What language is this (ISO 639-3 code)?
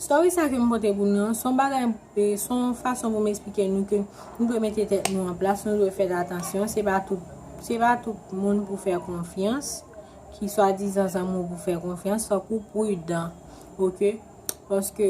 hat